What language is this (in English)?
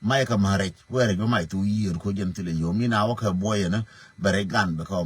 Nuer